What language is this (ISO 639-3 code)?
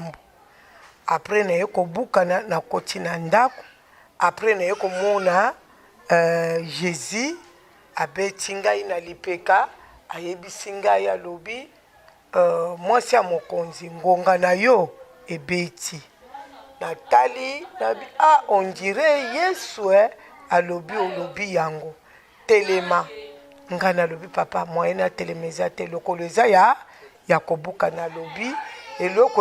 lin